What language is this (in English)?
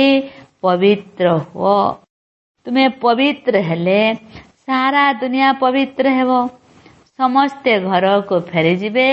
Odia